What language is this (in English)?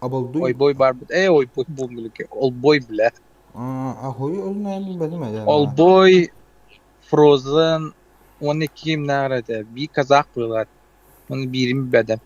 Yakut